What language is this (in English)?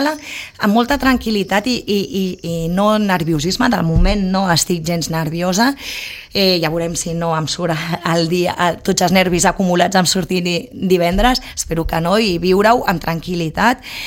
Catalan